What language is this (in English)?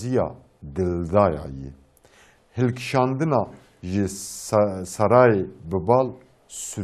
Kurdish